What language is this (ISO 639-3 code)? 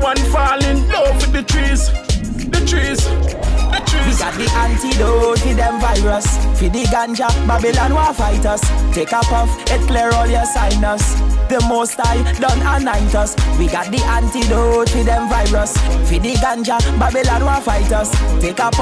jam